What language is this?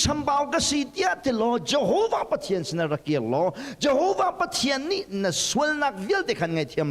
Hakha Chin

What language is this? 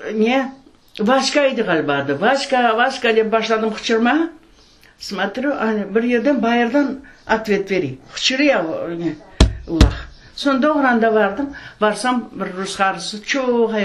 Crimean Tatar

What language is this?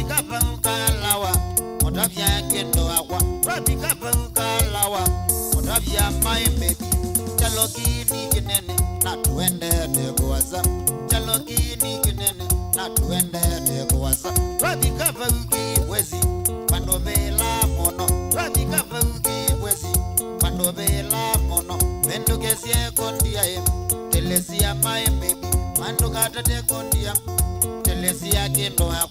Kamba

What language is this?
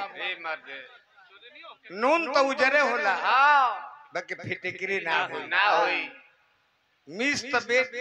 Bhojpuri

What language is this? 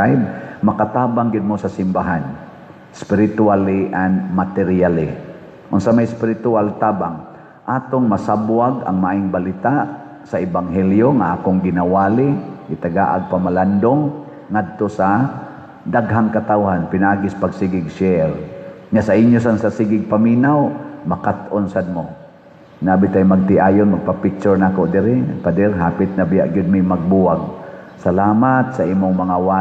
Cebuano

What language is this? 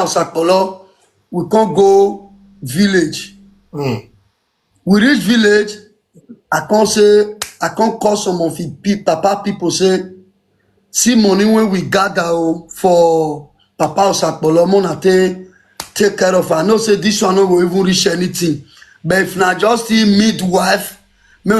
Nigerian Pidgin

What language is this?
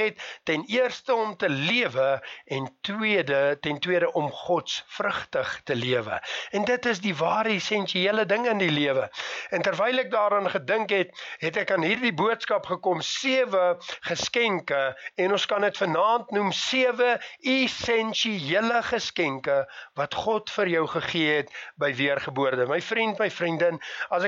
Afrikaans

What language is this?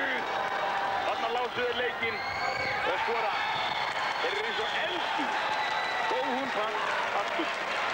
Icelandic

